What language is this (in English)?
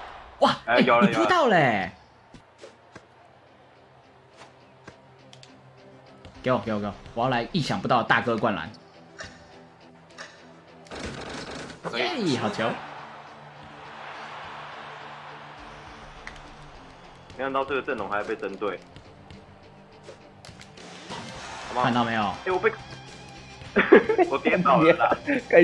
Chinese